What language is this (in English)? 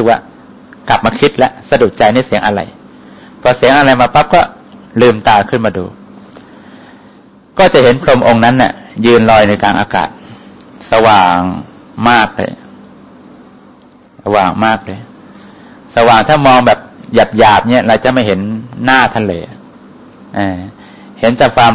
Thai